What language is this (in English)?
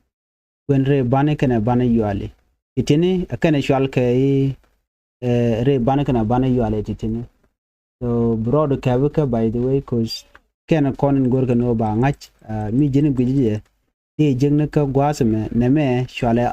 Nuer